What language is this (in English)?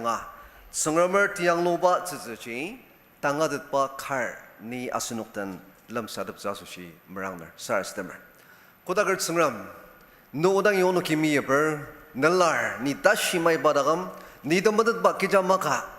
Ao Naga